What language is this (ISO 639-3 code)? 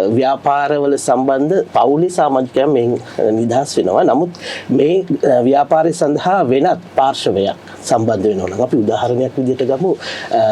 sin